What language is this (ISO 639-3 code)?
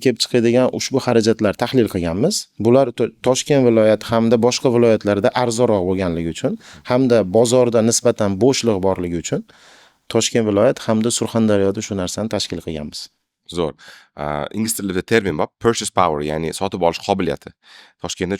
uzb